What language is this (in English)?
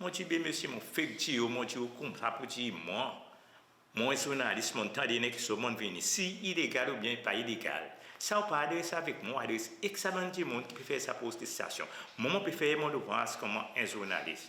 Seselwa Creole French